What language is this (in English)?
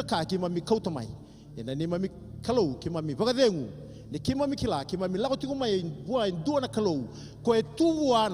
Fijian